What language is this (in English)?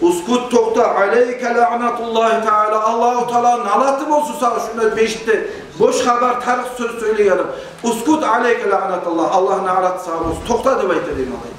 Kumyk